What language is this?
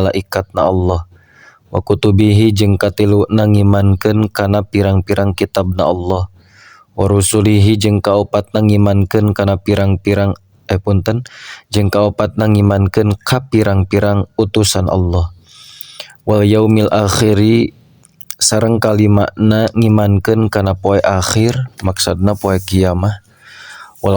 Sundanese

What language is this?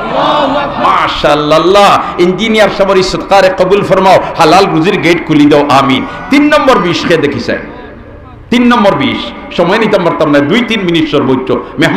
Sylheti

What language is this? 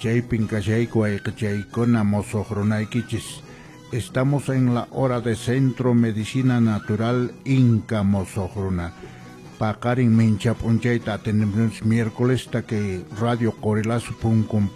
Quechua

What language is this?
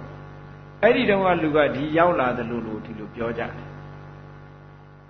Burmese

